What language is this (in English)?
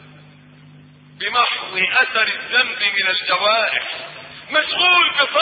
Arabic